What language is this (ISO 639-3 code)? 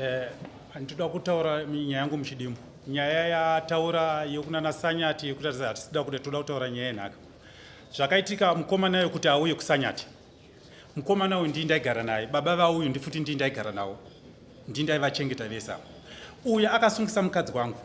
sna